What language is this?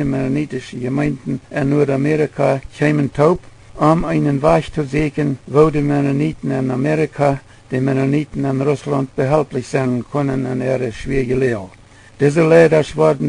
Plautdietsch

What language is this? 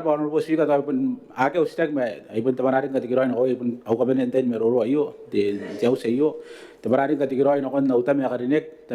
Gilbertese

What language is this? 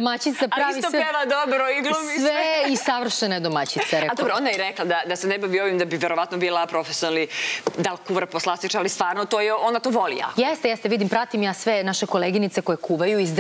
Serbian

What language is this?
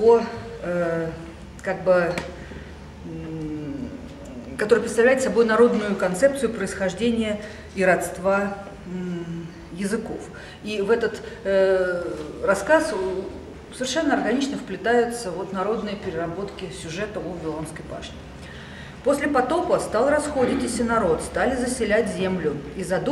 Russian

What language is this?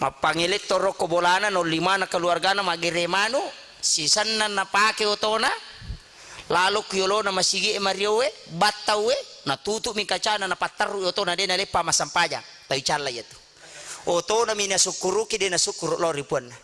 Buginese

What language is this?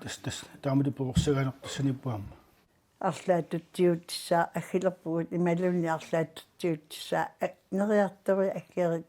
Kalaallisut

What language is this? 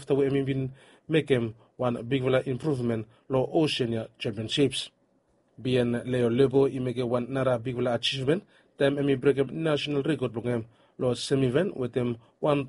Bislama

